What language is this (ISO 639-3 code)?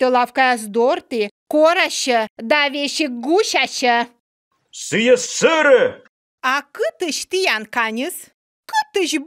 kom